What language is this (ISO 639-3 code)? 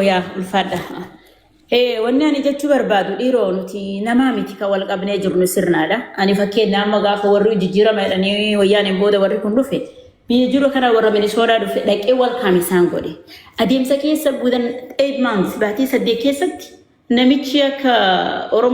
orm